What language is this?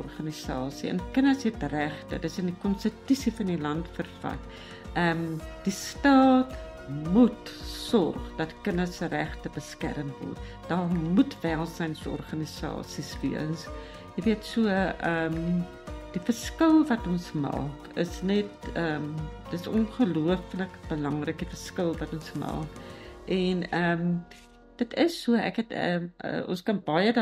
Afrikaans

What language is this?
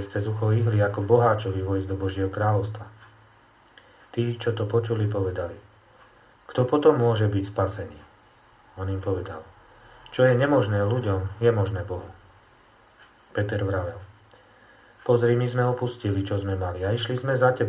Slovak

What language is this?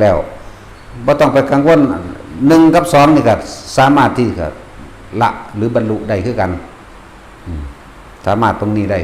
Northeastern Thai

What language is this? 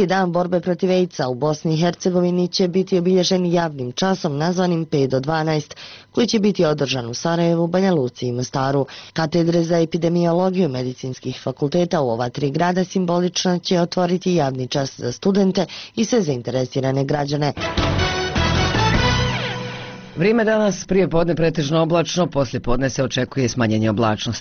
Bosnian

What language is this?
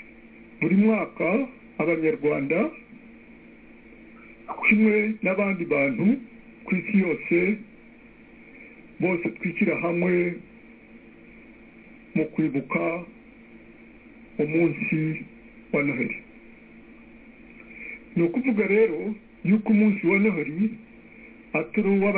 Kinyarwanda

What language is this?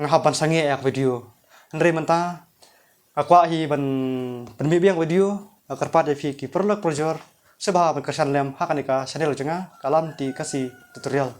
Khasi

